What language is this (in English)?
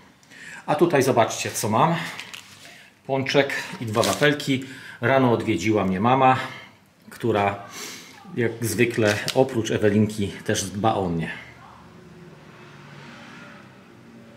Polish